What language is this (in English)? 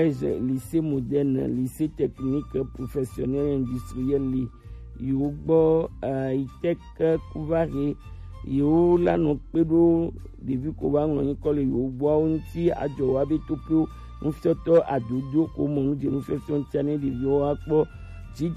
Gen